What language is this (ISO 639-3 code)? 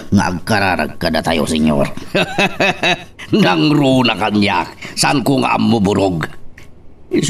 ilo